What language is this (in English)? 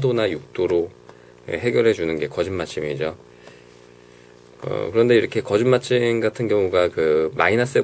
Korean